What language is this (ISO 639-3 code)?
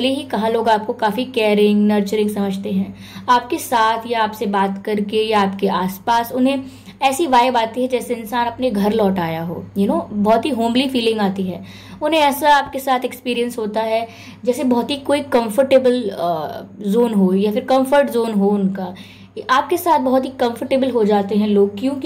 hin